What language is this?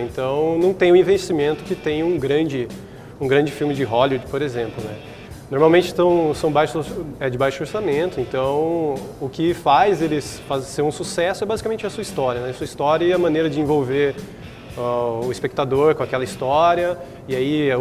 Portuguese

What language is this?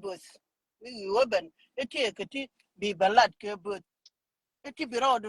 Nuer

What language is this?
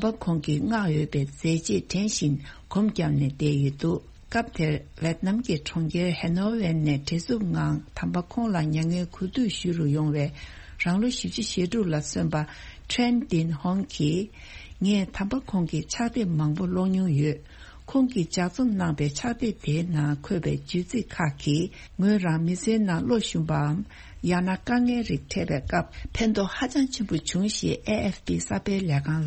Tibetan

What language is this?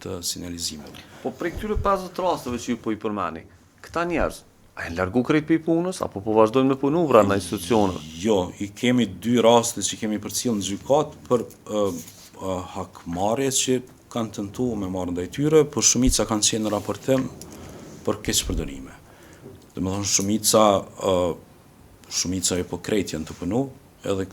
Albanian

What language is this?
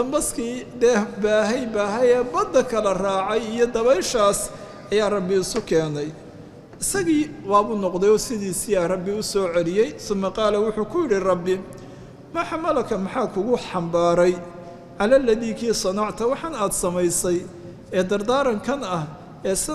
Somali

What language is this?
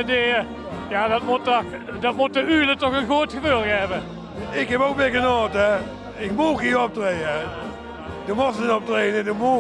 Limburgish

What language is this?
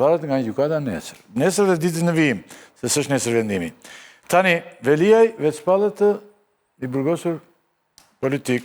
Albanian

